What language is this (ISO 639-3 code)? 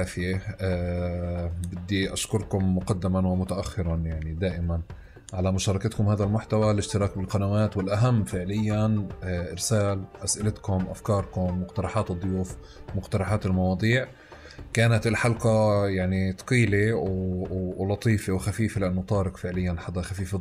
apc